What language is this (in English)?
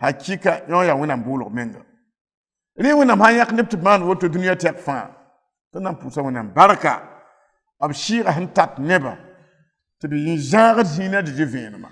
Mossi